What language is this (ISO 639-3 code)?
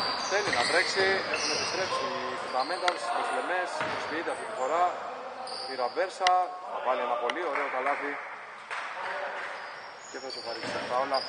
ell